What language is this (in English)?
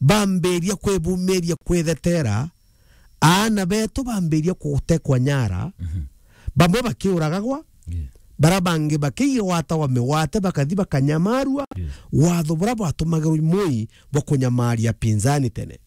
Meru